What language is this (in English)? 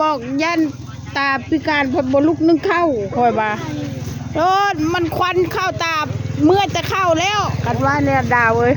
Northeastern Thai